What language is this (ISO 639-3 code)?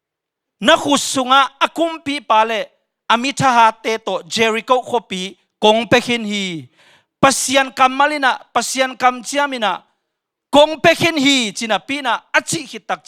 ctd